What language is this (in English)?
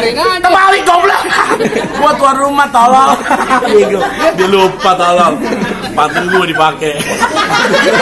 Betawi